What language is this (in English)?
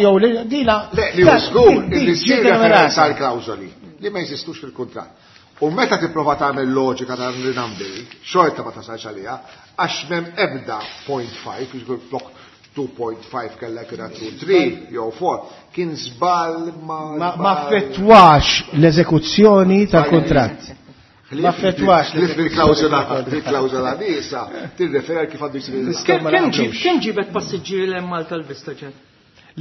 Maltese